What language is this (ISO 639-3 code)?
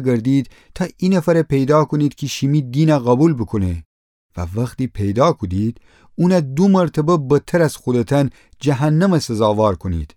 glk